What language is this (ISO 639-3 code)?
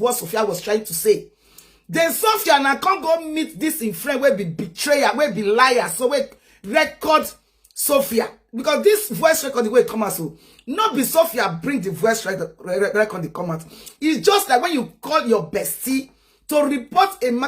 pcm